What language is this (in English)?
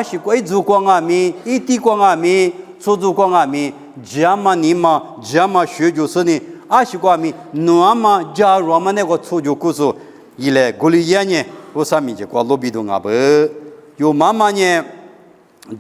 Lisu